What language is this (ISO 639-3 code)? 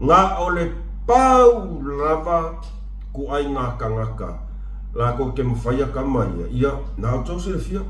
smo